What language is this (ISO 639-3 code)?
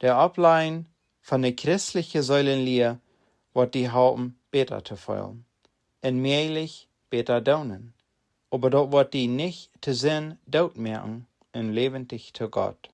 pdt